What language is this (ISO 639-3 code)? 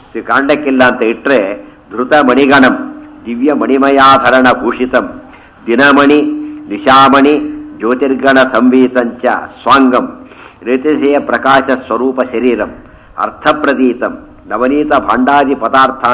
kan